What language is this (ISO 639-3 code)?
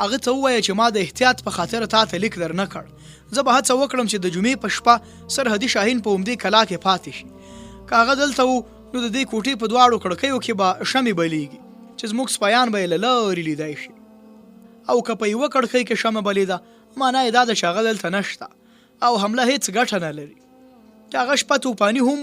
pus